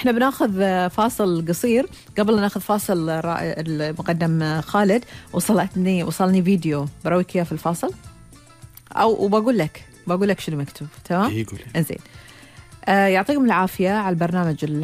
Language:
Gulf Arabic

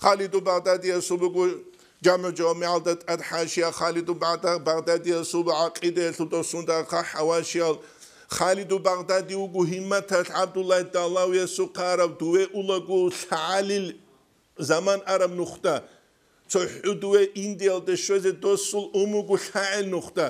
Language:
Avaric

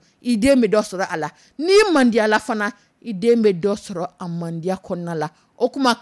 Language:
Dyula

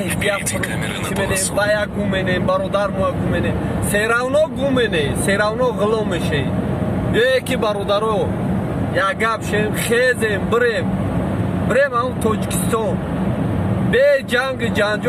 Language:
Tajik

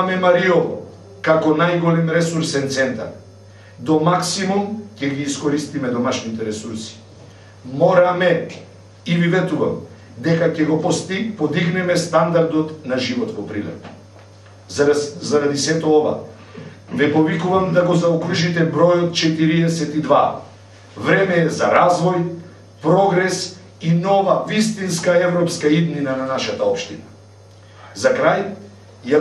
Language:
Macedonian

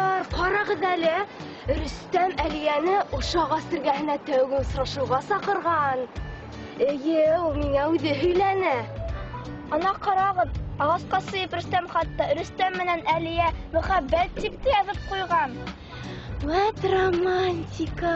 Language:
Bashkir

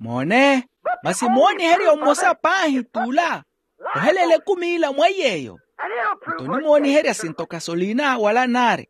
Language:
Makhuwa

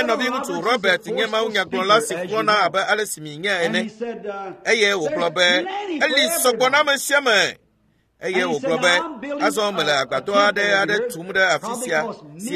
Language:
Ewe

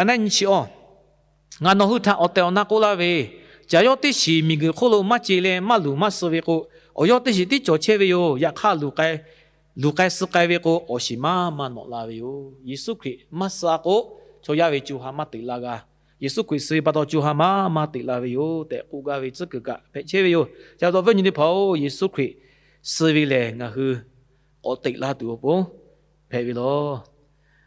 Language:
Lahu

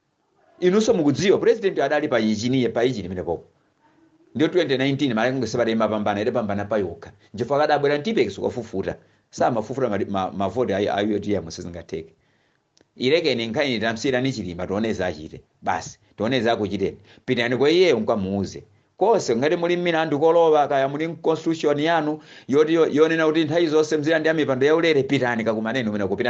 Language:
Nyanja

